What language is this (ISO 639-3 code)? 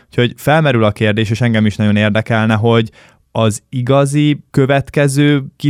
hun